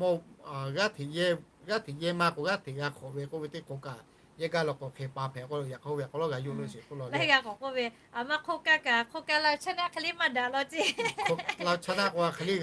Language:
Lahu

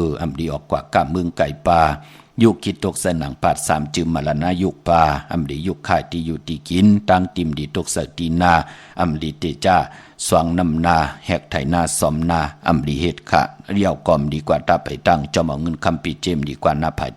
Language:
Shan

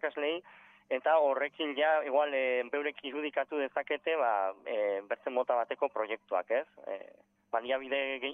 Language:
Basque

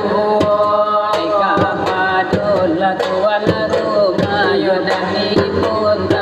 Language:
Minangkabau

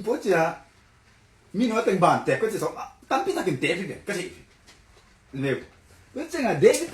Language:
Tedim Chin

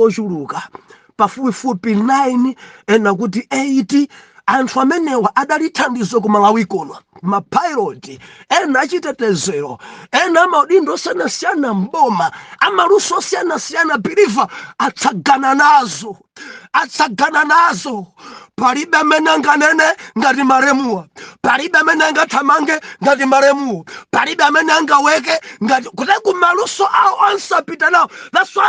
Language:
Nyanja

